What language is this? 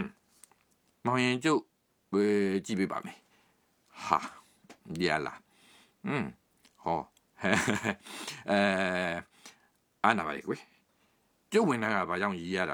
Burmese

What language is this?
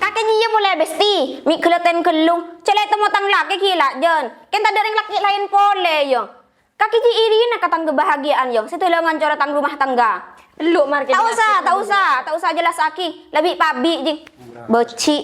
Madurese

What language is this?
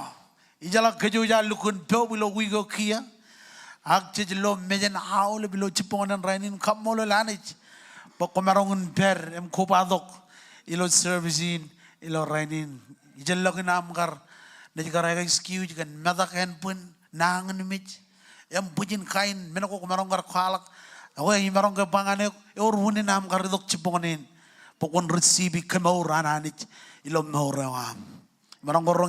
Marshallese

